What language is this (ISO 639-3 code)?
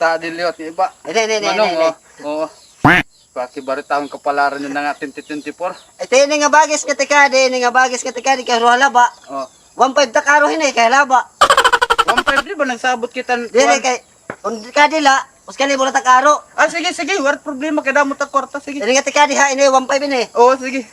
war